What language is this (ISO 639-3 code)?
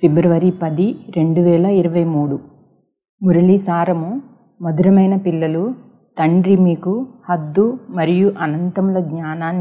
tel